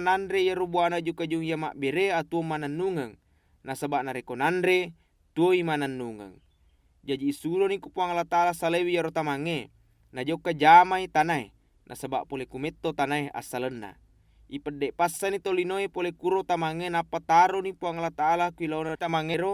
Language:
Buginese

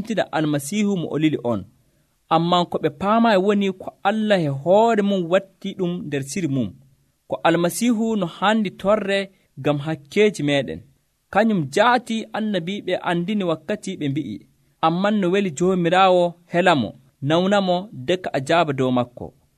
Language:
Nigerian Fulfulde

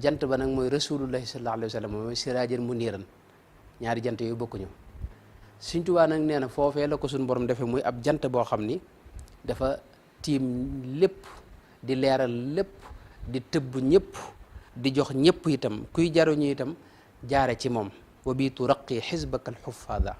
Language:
Wolof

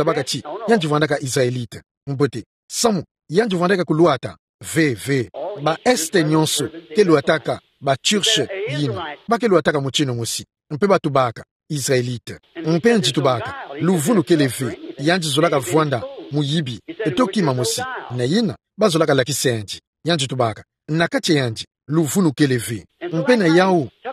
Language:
Kituba (Democratic Republic of Congo)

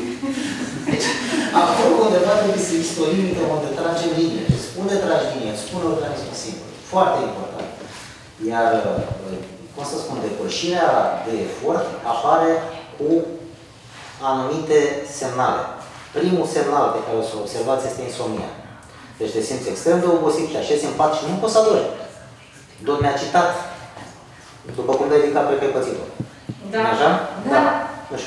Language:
Romanian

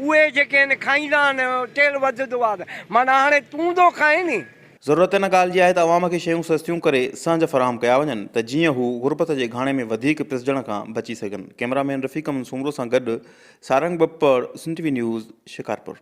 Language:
Sindhi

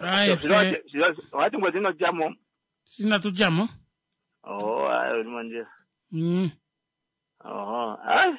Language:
Kuanyama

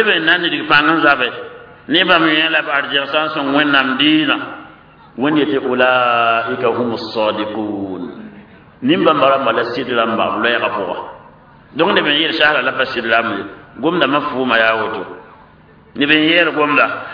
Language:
Mossi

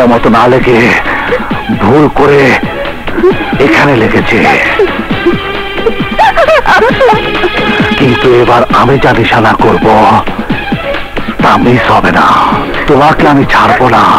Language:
Bangla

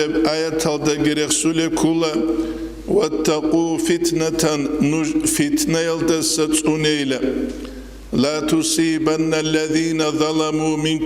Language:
Avaric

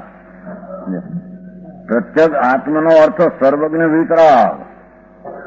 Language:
Gujarati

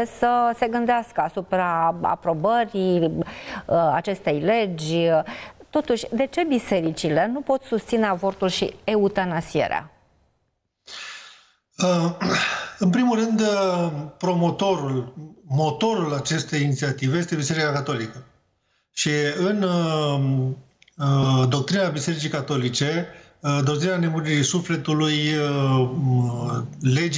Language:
Romanian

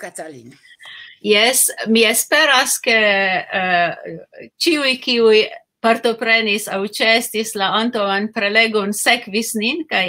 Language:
Esperanto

